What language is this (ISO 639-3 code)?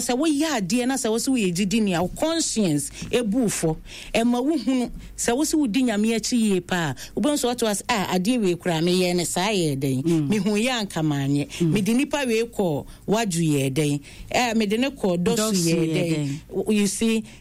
aka